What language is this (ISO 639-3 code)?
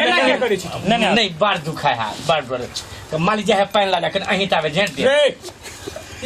mai